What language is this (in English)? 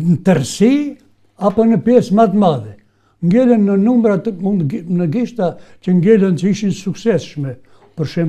Albanian